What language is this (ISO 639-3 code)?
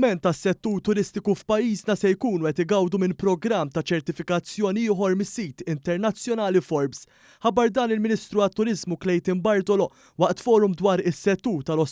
mlt